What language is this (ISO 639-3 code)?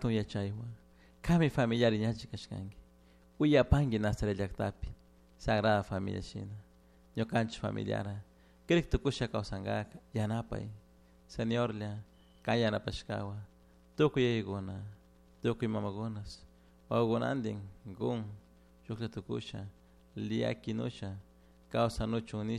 qug